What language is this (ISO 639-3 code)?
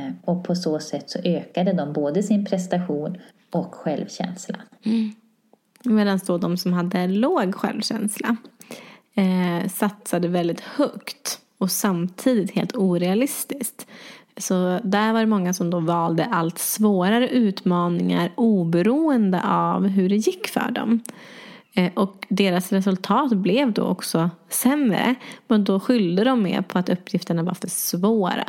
swe